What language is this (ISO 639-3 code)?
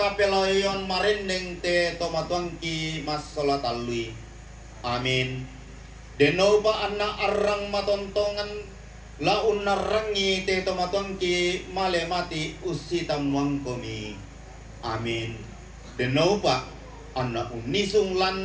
sda